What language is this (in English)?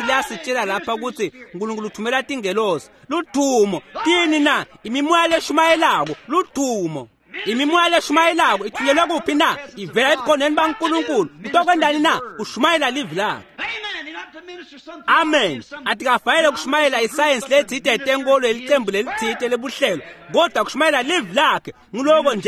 Swati